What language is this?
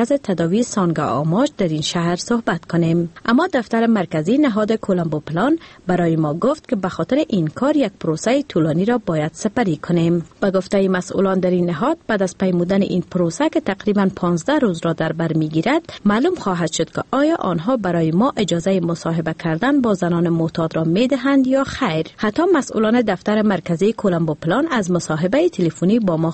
Persian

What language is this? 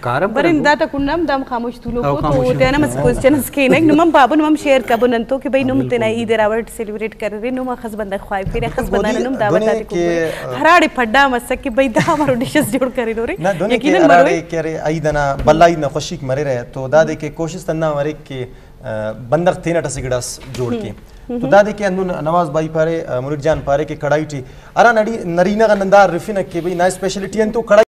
Eastern Balochi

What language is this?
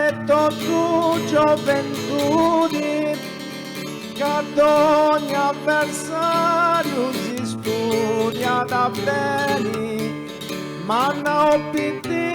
Sardinian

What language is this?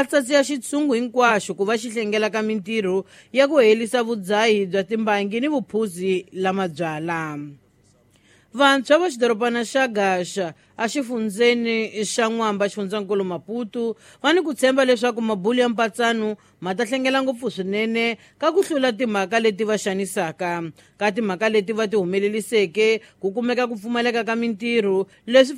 Tsonga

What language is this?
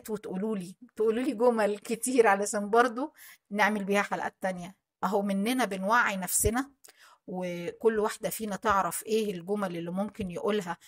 Egyptian Arabic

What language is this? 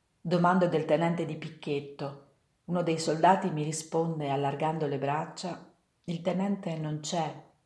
Italian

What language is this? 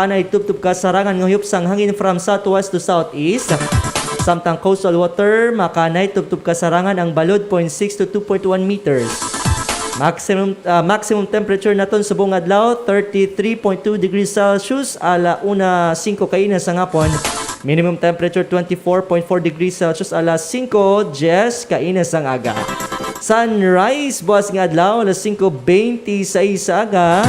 Hiligaynon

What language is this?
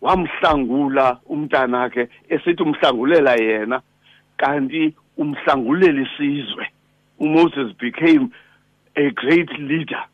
Xhosa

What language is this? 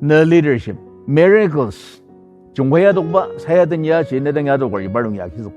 Ao Naga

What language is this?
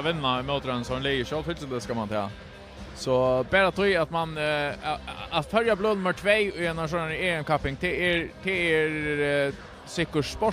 Faroese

